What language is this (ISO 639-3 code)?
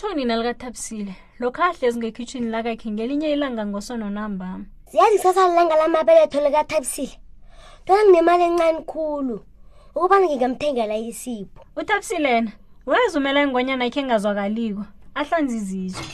nbl